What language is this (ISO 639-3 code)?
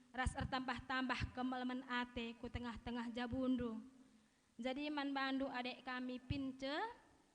btx